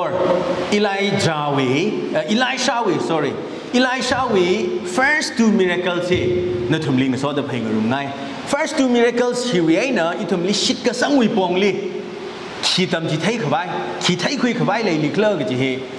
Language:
Tangkhul Naga (India)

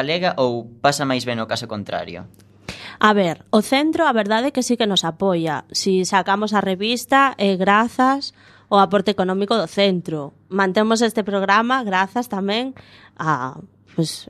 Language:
Galician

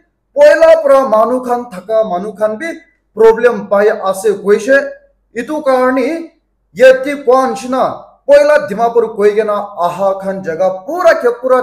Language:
Naga Pidgin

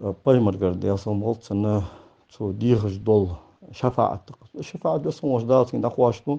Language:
Ingush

